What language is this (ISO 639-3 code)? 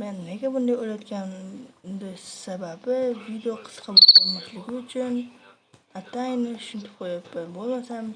uzb